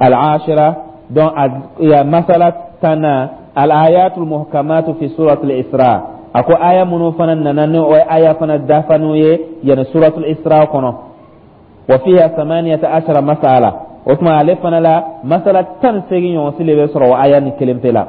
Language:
Dyula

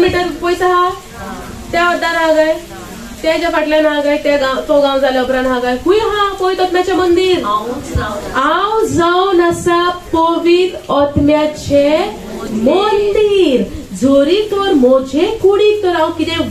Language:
Konkani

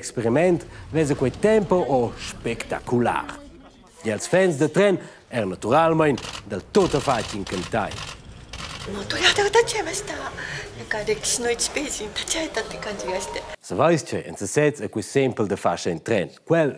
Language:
Romansh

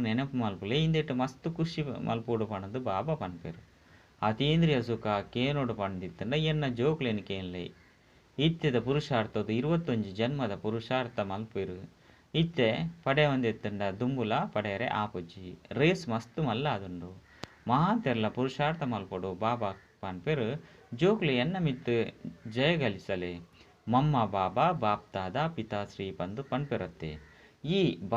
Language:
Tulu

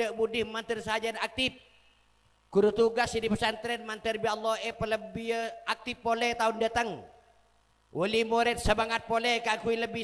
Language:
Madurese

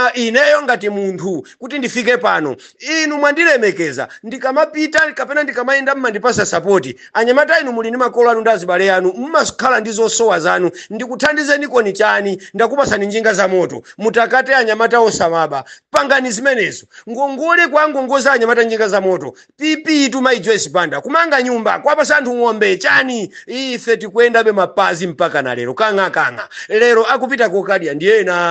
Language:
Nyanja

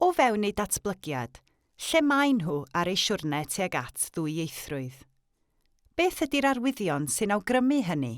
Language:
Welsh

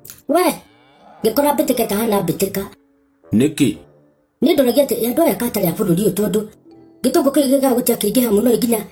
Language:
Kikuyu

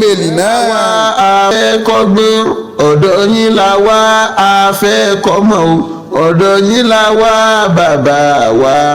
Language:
Yoruba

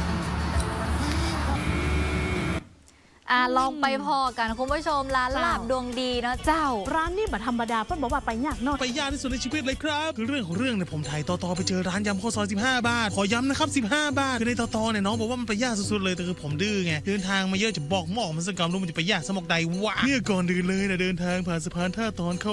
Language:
Thai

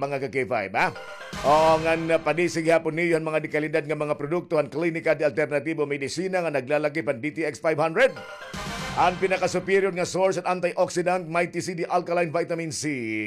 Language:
Waray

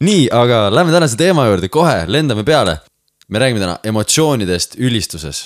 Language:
Estonian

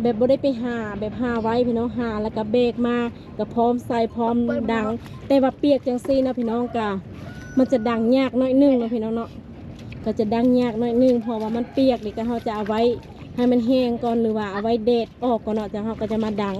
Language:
Lao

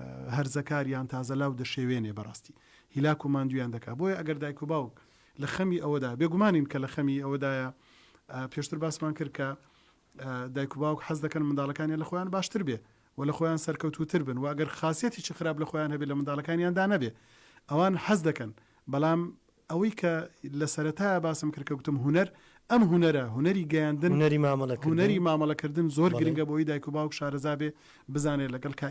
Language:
Central Kurdish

